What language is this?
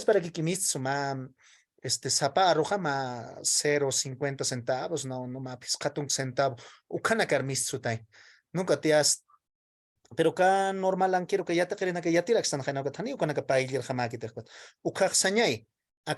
Aymara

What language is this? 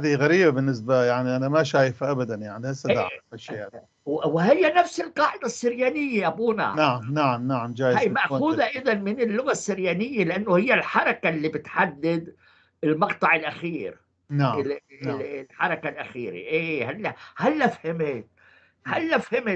North Levantine Arabic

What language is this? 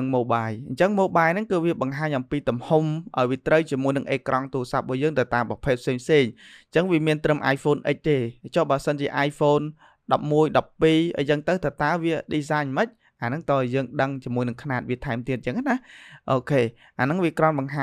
Khmer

